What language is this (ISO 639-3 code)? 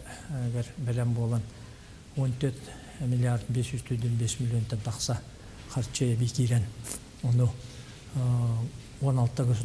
sah